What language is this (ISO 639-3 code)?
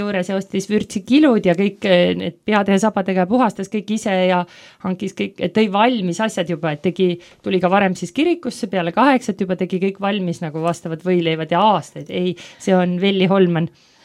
est